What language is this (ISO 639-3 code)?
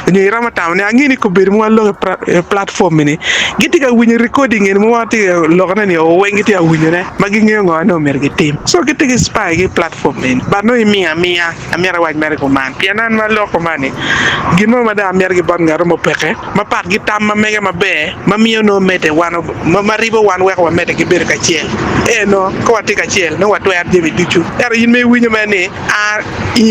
ach